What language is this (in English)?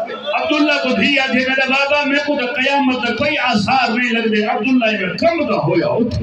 Saraiki